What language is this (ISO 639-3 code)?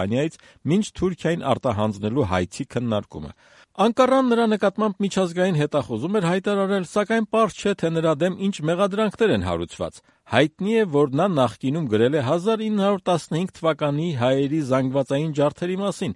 hye